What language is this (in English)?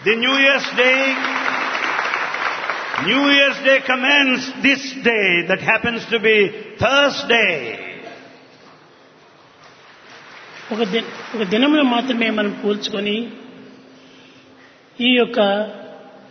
Telugu